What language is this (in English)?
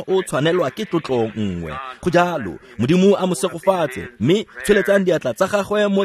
Tswana